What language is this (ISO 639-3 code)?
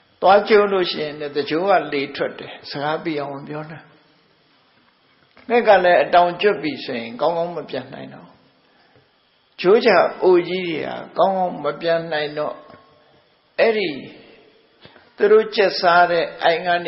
mya